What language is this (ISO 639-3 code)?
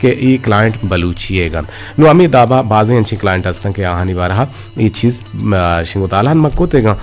bgp